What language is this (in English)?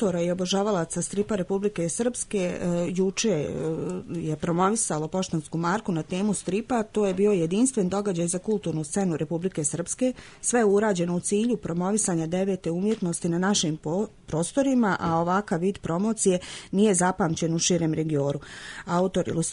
Serbian